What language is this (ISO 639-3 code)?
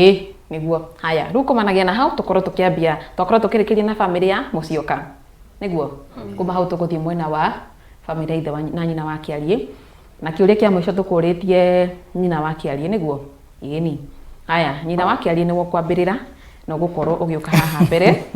kik